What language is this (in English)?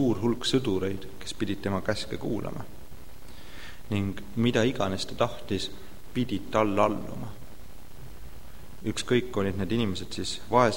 Estonian